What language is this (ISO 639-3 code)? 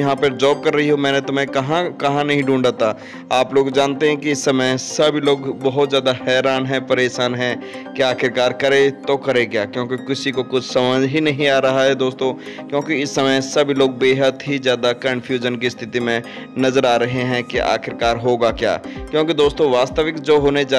hin